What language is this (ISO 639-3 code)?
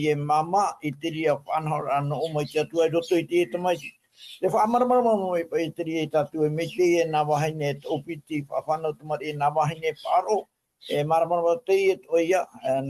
tah